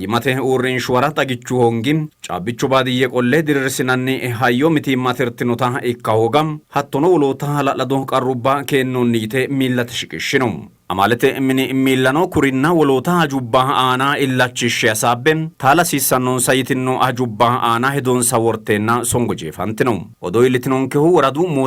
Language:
Sidamo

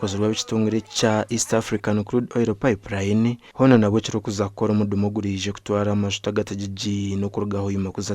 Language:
Nyankole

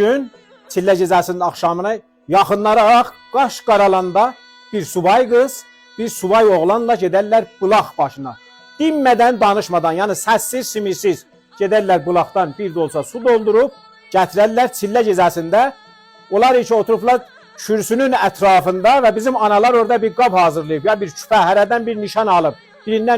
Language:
South Azerbaijani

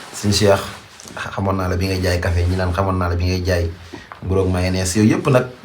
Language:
Wolof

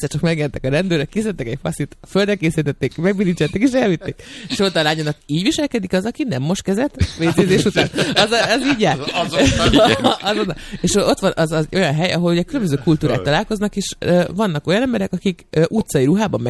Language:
Hungarian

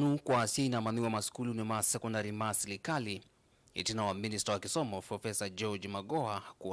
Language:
Kamba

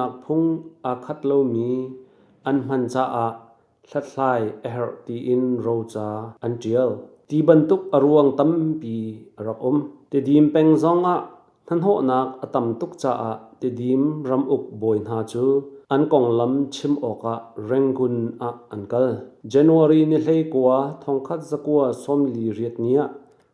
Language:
Hakha Chin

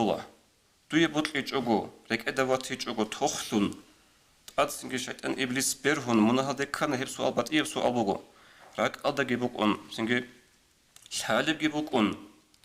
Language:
Avaric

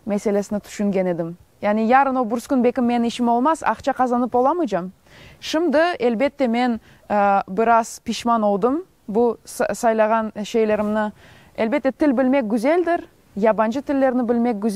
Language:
Crimean Tatar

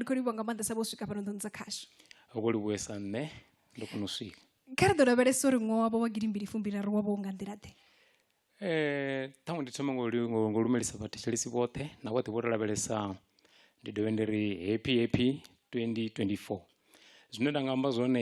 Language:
Venda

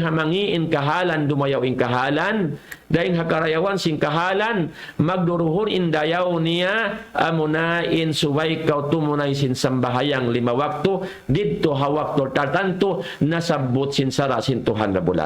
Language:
Tausug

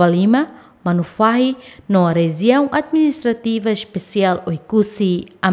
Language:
Tetum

